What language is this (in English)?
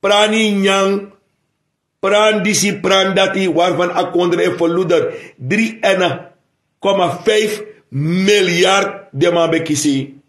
Sranan Tongo